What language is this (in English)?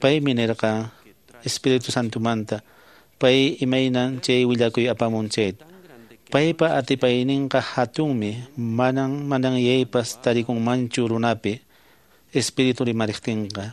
Quechua